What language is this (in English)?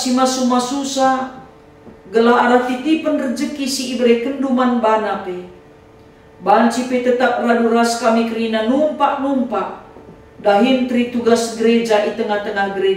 Batak Karo